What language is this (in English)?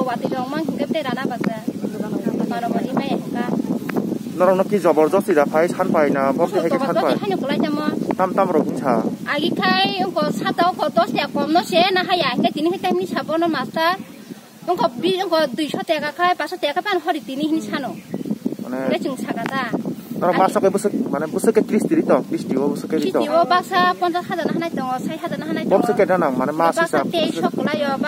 Kok Borok